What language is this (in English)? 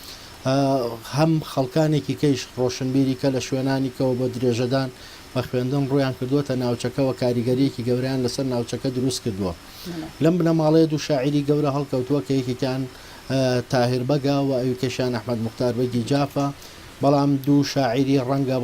Central Kurdish